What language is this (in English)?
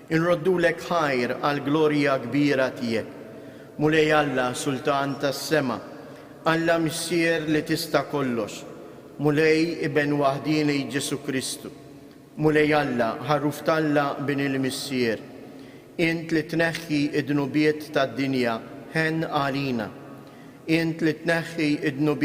Maltese